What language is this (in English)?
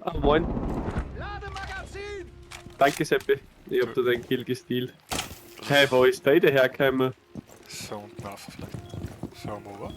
Bavarian